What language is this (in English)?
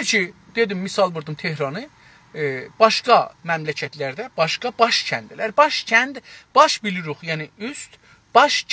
South Azerbaijani